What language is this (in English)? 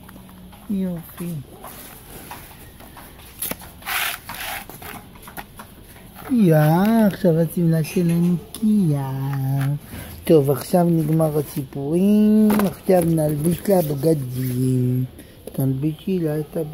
Hebrew